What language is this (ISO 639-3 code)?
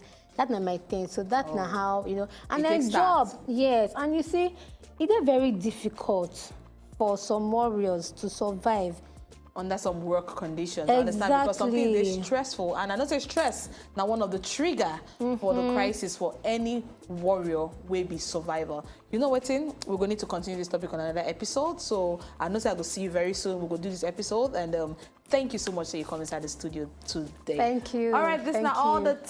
pcm